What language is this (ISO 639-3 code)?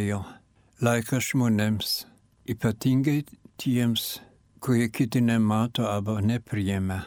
lit